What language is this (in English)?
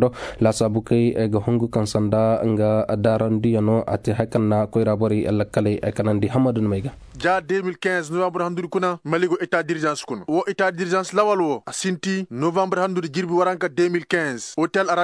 Koyraboro Senni